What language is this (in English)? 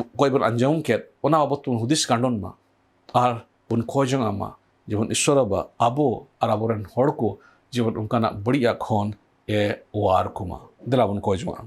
Santali